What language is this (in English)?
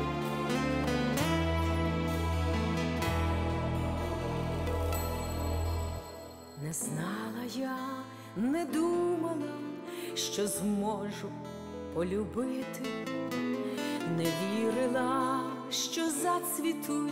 Ukrainian